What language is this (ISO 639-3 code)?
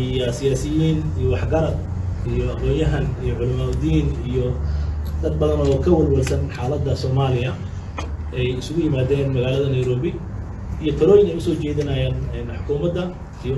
som